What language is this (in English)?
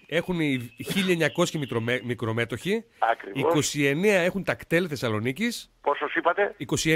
Greek